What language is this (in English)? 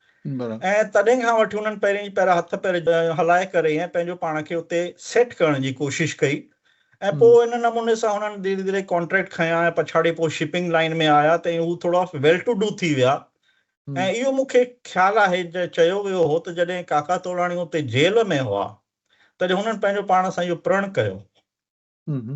Sindhi